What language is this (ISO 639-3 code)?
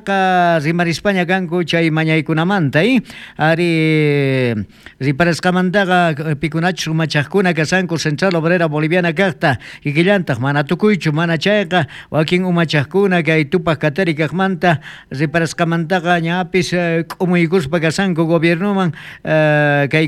quh